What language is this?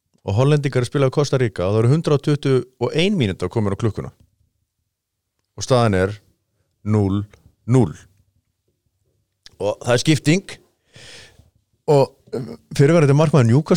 Icelandic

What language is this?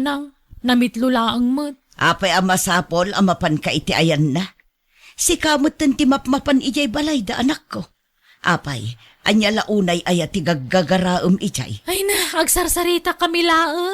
Iloko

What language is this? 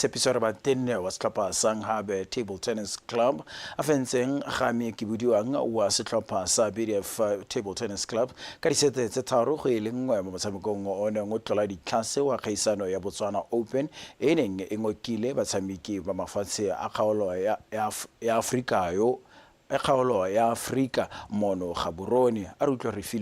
Tswana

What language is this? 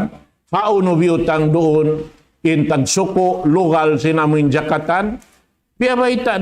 Tausug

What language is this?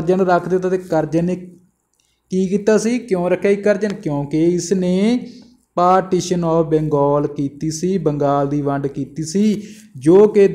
Punjabi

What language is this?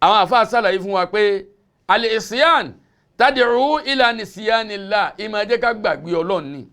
Yoruba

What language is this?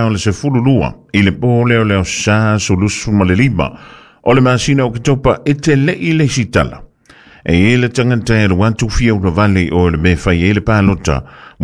Samoan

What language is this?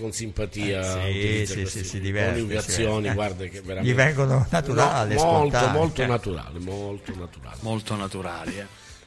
Italian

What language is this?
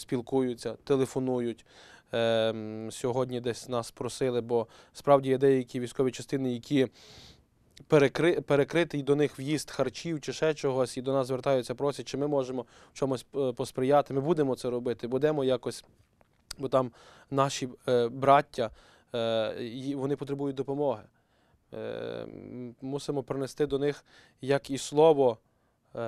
Ukrainian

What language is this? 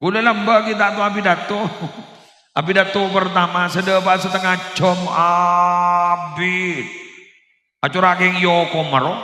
Madurese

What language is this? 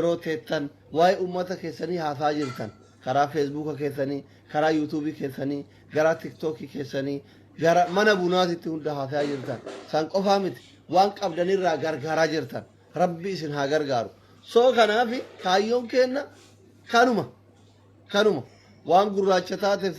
Oromo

